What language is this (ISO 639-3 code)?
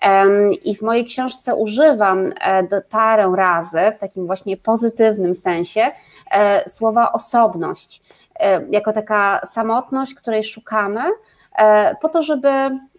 pol